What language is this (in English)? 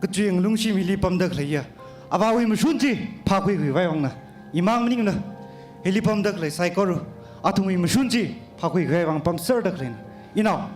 Tangkhul Naga (India)